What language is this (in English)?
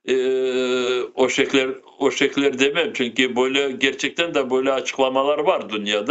Crimean Tatar